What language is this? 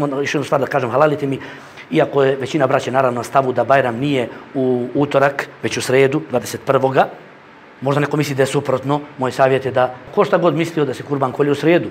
Bosnian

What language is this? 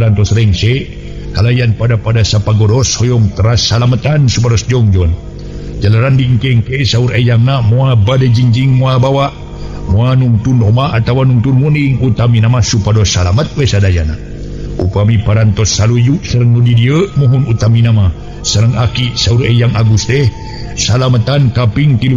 Sundanese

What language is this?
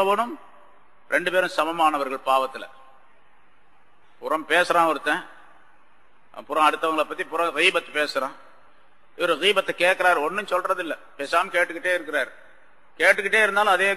Tamil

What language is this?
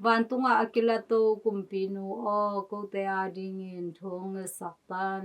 Tedim Chin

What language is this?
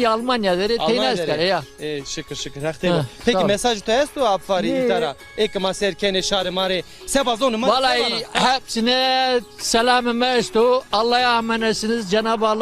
Zaza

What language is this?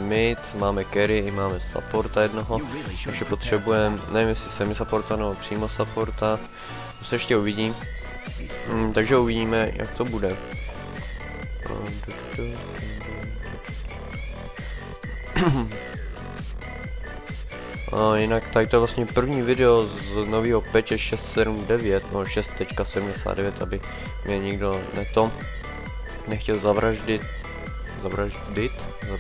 Czech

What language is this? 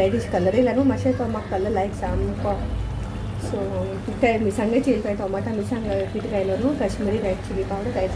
Konkani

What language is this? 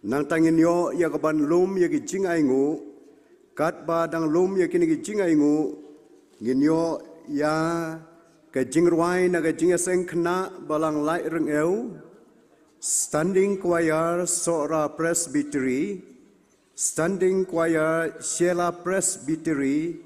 Khasi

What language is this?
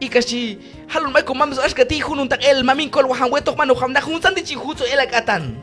Q'anjob'al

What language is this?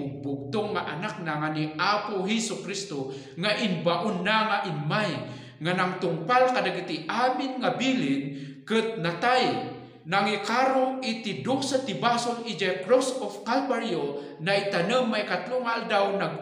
Iloko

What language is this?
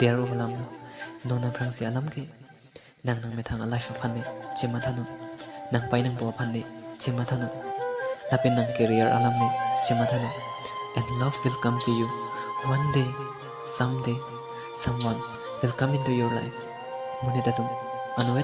Karbi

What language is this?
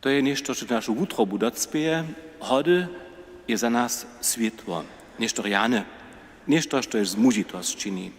Upper Sorbian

